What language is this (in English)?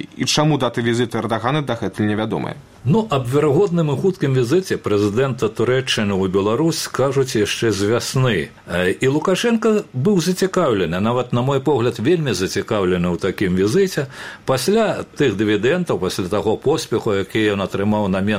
Belarusian